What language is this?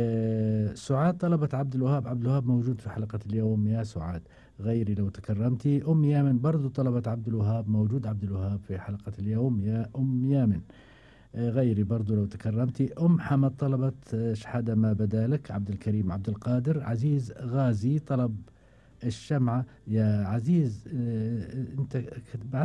Gulf Arabic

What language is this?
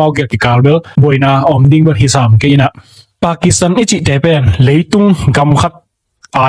Tedim Chin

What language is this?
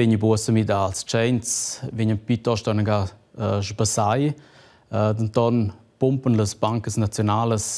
Romansh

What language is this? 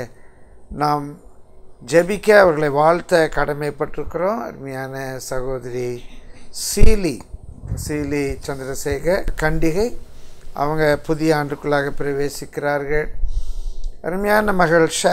Tamil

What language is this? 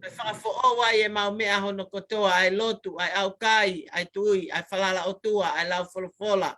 Tongan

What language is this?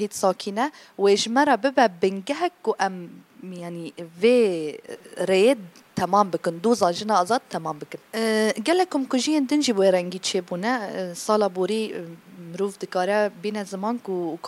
Kurdish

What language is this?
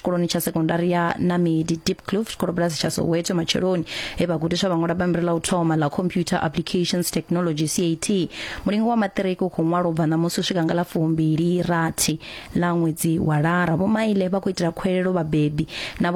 Venda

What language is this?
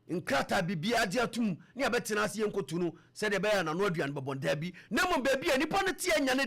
Akan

